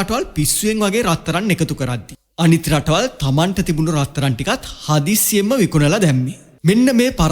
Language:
Sinhala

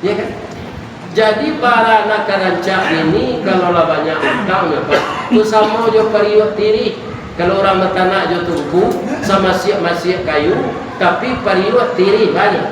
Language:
Minangkabau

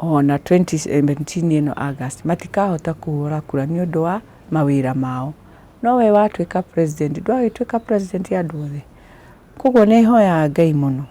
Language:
Kikuyu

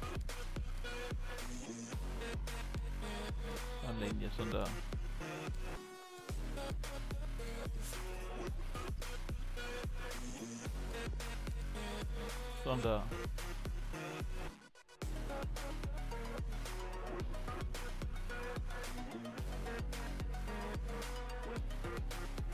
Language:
Danish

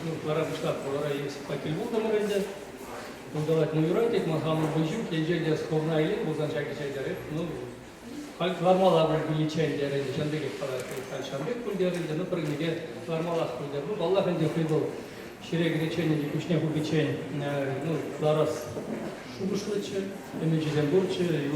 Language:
Chuvash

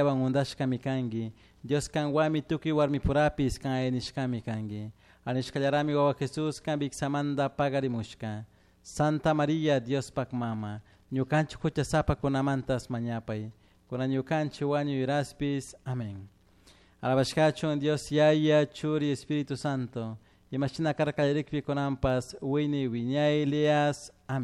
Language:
Chimborazo Highland Quichua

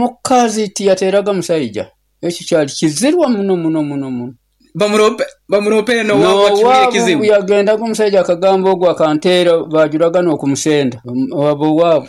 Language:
Nyoro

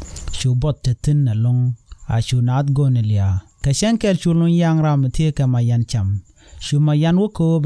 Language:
Nuer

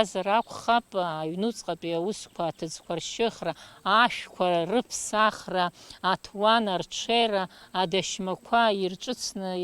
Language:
Abkhazian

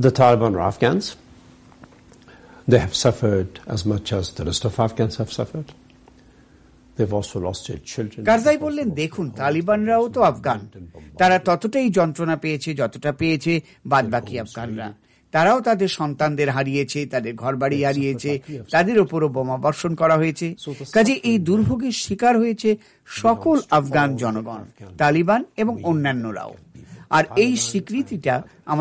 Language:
Bangla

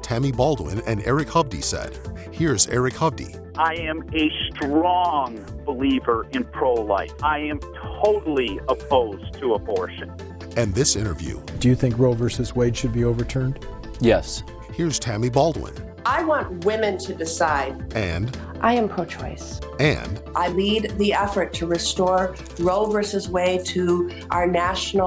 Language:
English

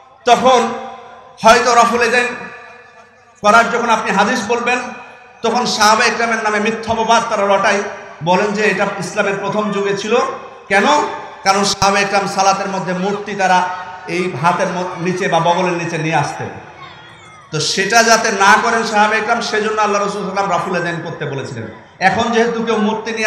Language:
Bangla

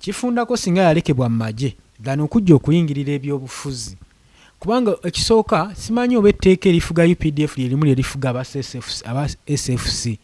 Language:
Ganda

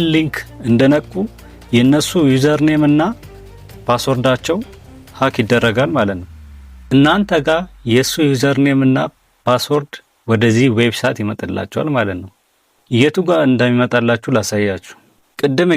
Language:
Amharic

